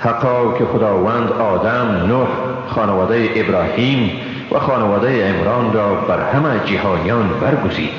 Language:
Persian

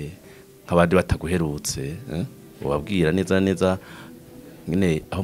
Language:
Rundi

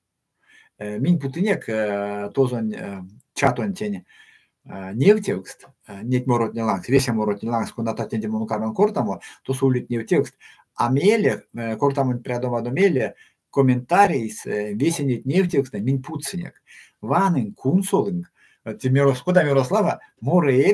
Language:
Erzya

